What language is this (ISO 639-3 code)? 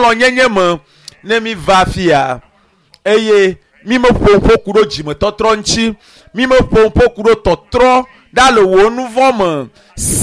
ewe